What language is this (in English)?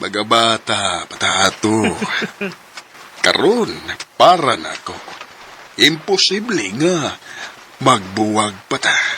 Cebuano